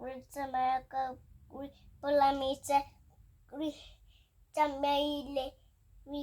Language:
Tswana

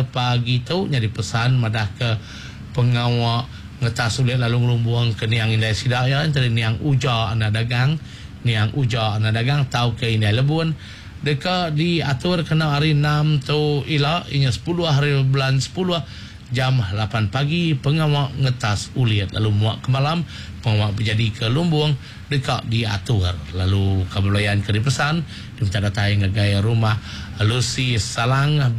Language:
Iban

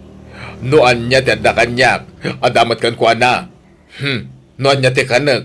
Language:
Iloko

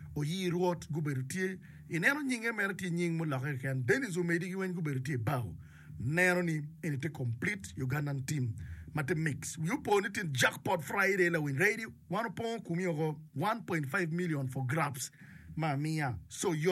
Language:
Acoli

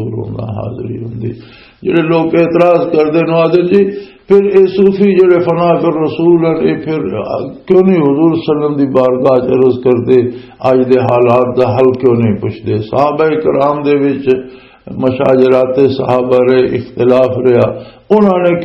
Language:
Western Panjabi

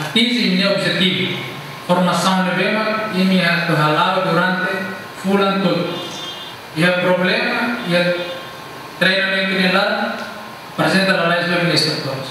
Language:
Tetum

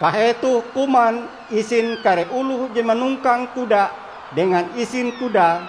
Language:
Ngaju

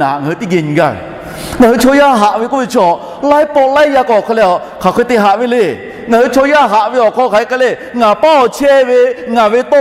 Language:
Lahu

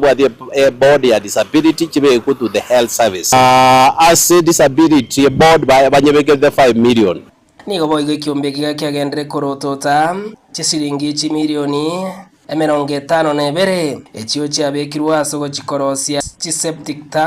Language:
Gusii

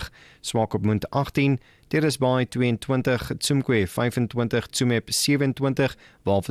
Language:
Afrikaans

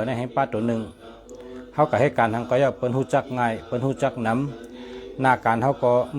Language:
Shan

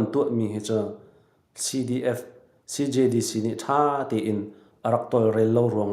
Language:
Hakha Chin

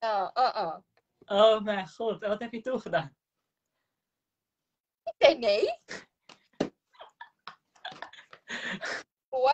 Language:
Dutch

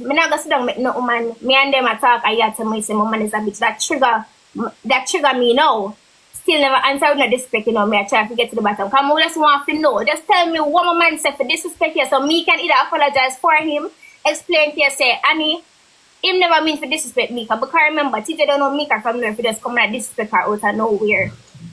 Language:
Jamaican Creole English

